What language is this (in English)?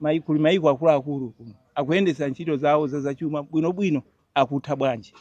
Nyanja